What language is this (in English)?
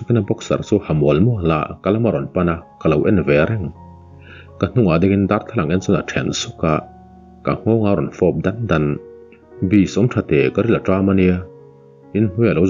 Mizo